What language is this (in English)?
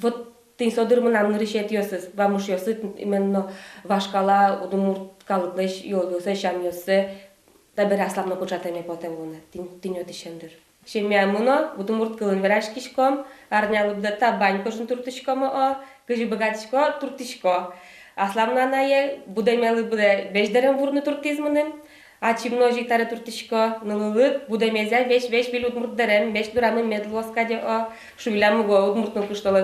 Udmurt